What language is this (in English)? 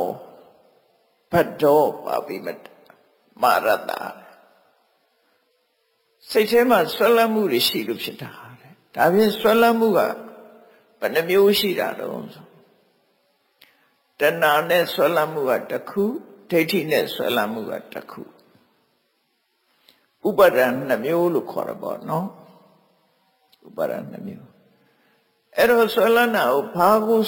Burmese